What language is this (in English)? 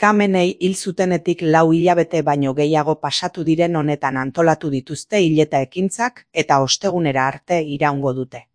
Basque